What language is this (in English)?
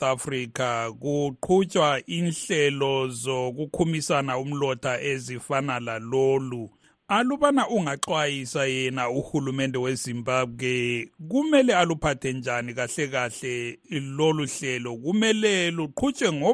North Ndebele